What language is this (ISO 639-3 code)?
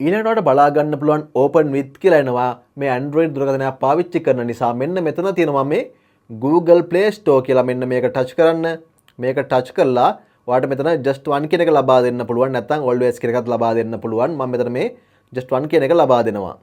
sin